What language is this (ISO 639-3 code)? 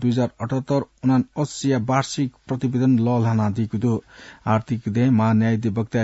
new